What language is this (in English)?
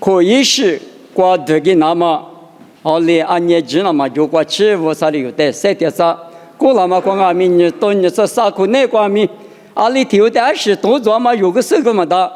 Lisu